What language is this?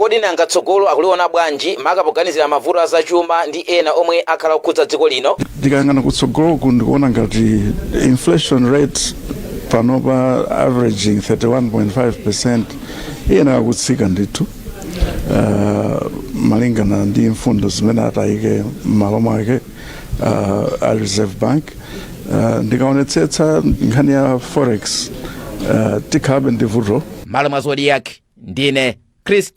Nyanja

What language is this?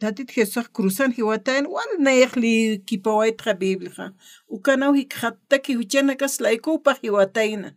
Aymara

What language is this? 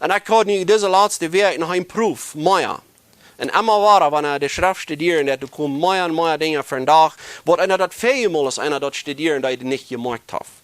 Plautdietsch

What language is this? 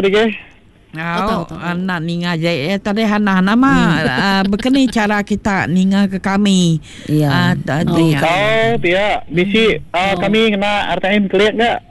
Iban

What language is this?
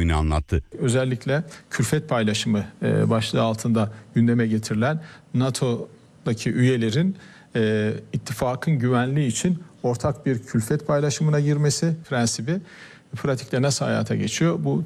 Turkish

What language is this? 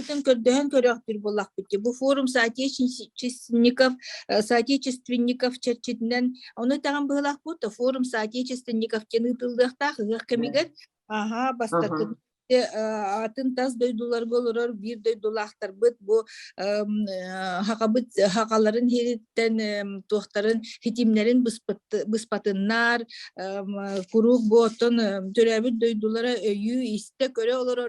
Yakut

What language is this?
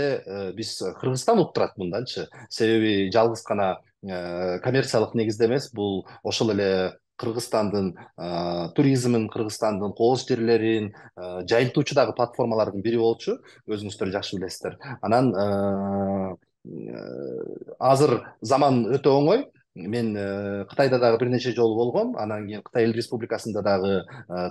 Kyrgyz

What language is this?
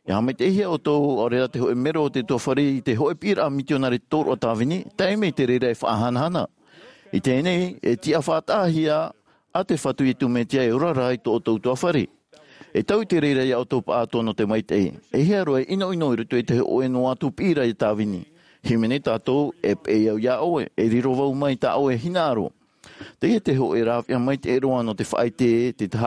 Tahitian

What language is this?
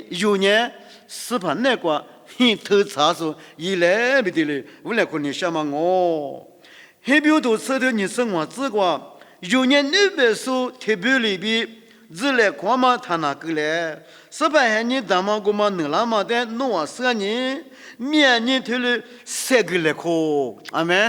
Lisu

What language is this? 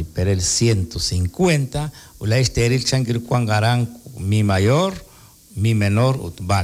Kekchí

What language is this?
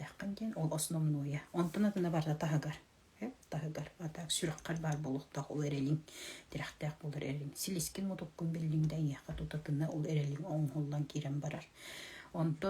Yakut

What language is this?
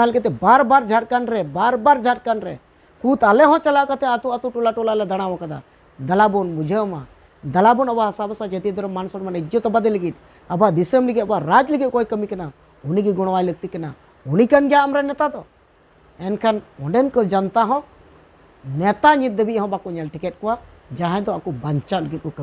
Santali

